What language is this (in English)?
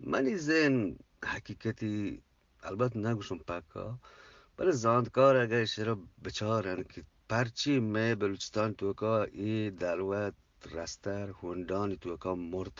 Eastern Balochi